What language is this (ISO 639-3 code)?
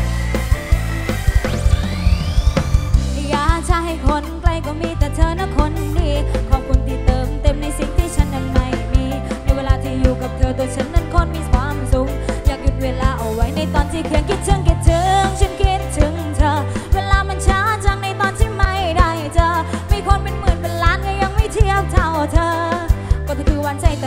tha